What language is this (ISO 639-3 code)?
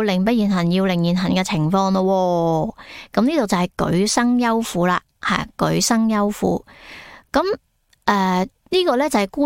yue